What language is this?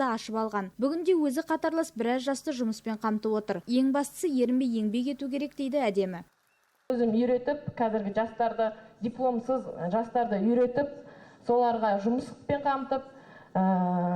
Kazakh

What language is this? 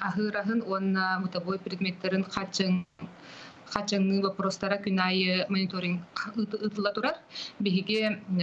Yakut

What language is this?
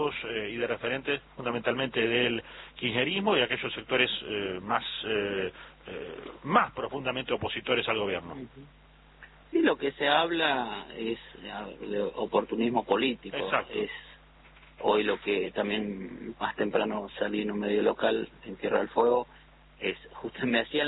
Spanish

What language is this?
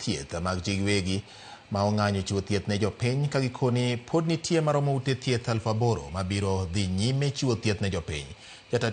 Luo (Kenya and Tanzania)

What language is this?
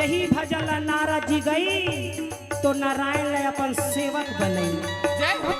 Chhattisgarhi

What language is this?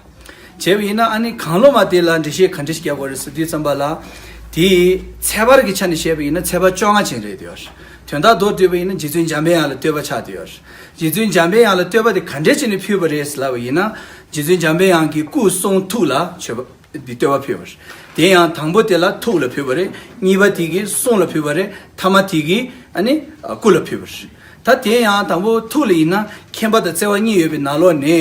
Tibetan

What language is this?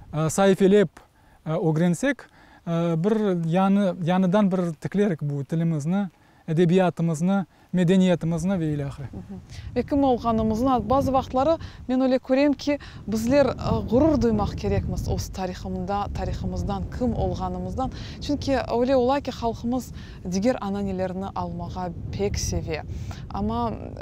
Crimean Tatar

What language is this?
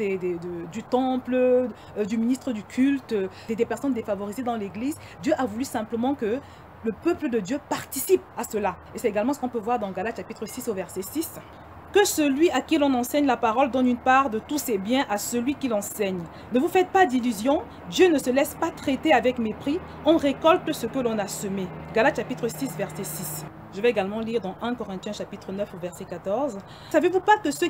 French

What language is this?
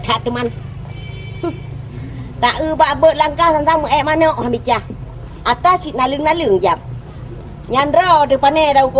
Achinese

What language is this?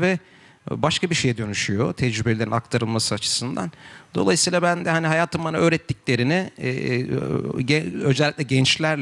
Turkish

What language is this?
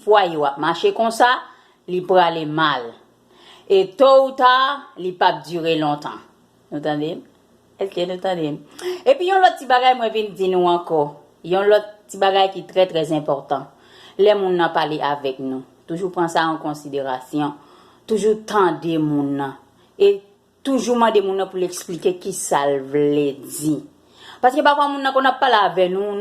Haitian Creole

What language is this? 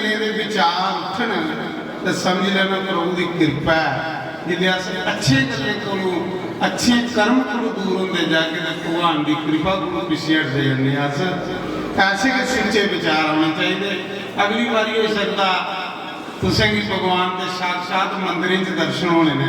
Dogri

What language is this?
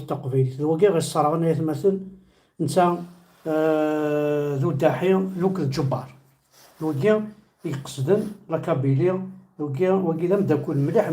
Kabyle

